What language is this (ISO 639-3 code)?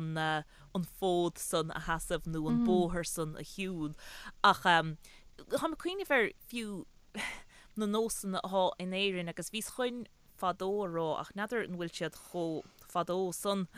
gle